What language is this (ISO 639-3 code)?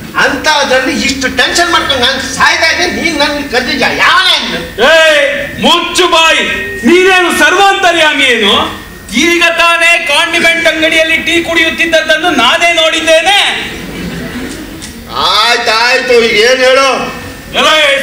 kan